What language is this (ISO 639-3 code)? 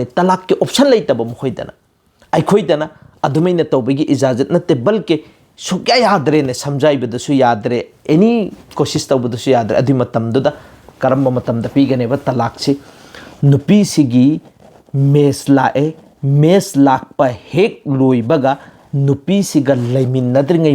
mni